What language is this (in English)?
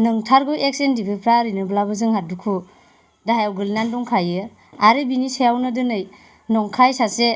Bodo